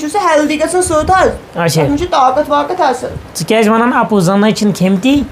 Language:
Kashmiri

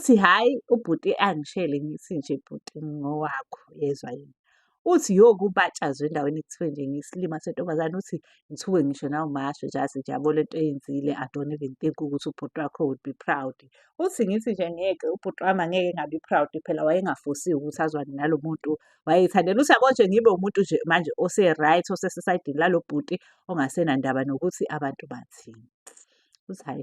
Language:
Zulu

